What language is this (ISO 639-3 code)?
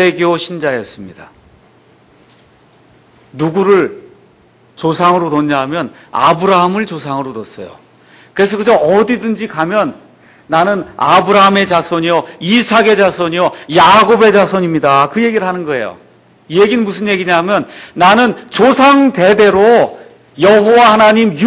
kor